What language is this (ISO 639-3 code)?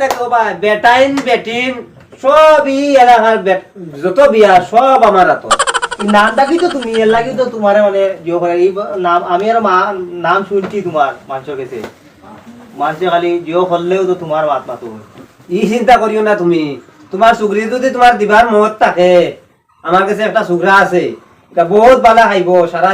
syl